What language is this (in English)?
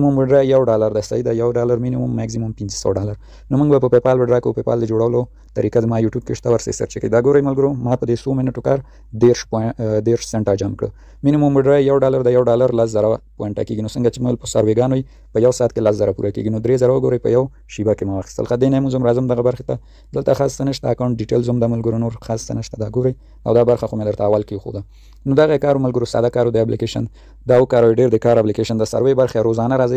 Pashto